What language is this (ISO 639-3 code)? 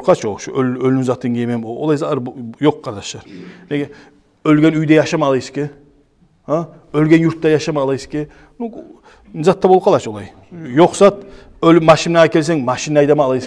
kum